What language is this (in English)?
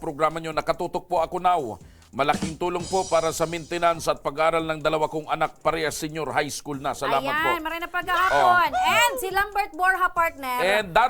Bikol